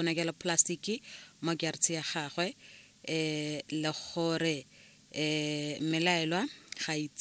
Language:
Tswana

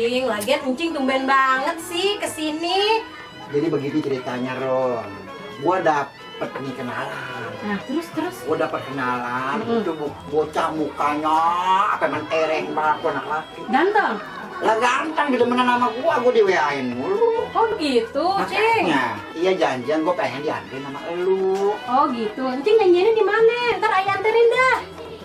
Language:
Betawi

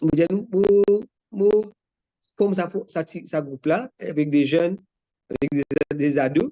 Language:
Morisyen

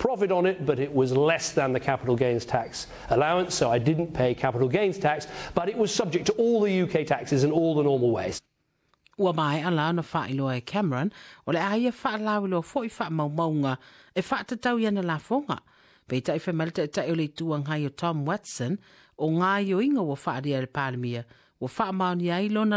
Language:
Samoan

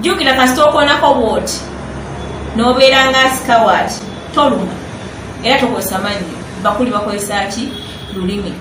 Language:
Ganda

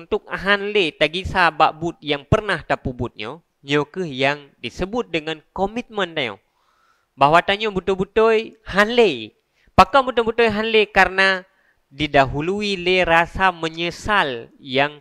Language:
Achinese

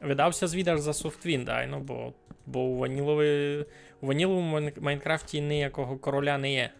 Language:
Rusyn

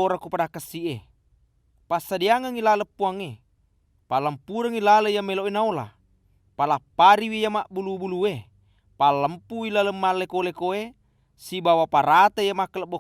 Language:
Buginese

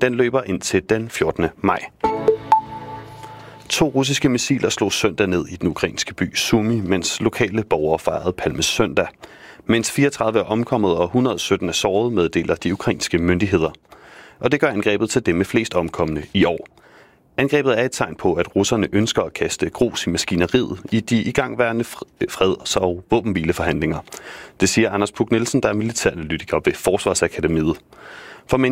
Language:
Danish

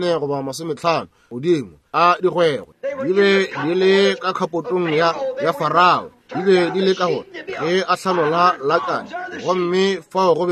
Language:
Northern Sotho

